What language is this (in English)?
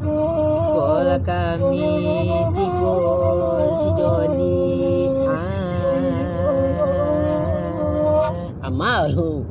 Minangkabau